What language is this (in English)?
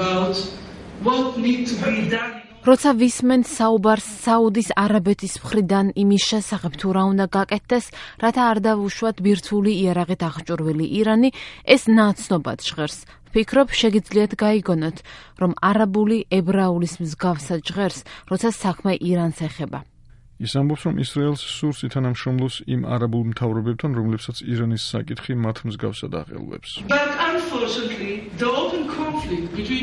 Georgian